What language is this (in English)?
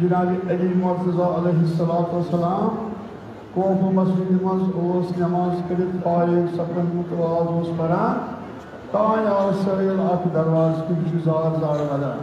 Kashmiri